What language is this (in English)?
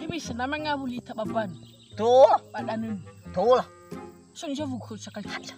Nias